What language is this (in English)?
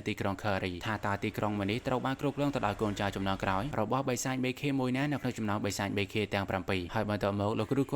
Khmer